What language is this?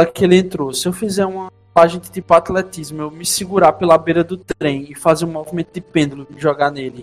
Portuguese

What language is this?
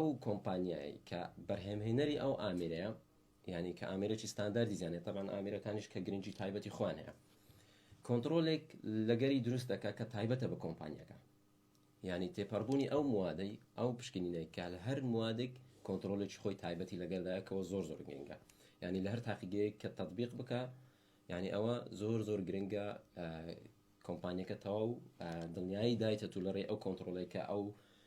Central Kurdish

